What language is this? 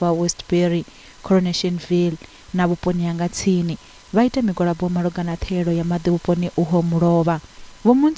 Venda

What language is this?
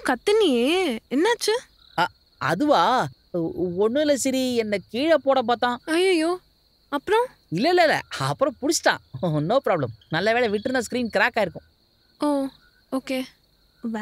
Tamil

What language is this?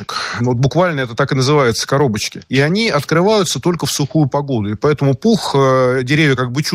Russian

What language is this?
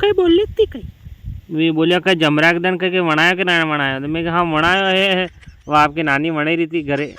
Rajasthani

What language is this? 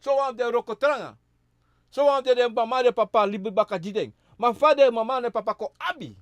Sranan Tongo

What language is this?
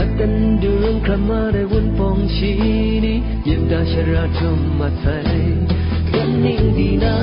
Kachin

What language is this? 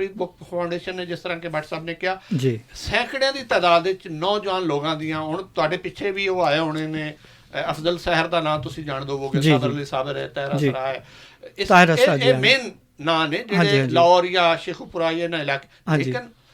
Western Panjabi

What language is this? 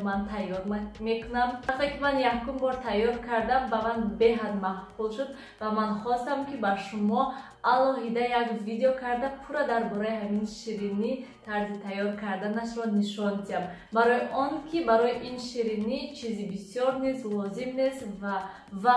Tajik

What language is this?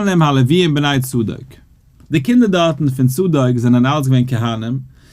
Yiddish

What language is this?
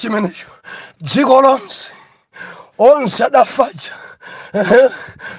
Nyanja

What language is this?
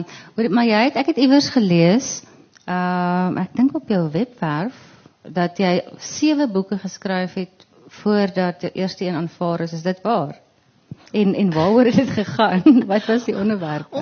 Afrikaans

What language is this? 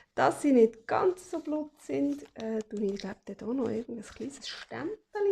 Swiss German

